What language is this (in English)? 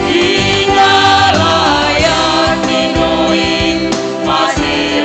Batak Simalungun